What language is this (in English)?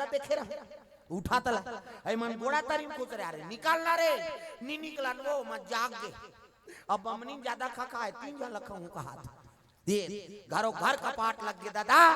Chhattisgarhi